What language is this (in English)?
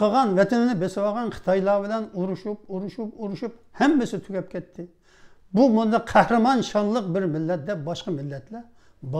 Uyghur